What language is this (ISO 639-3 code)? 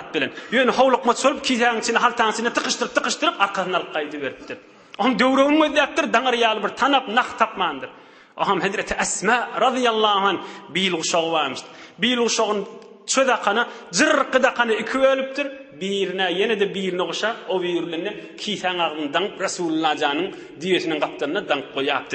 tuk